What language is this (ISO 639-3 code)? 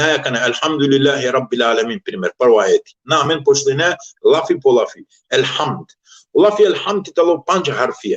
rmn